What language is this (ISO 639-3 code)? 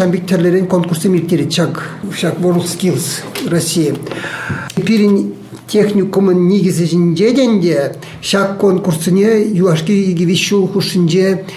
chv